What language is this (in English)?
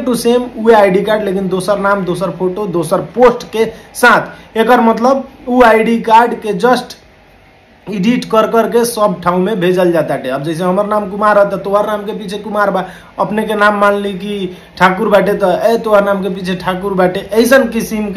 Bhojpuri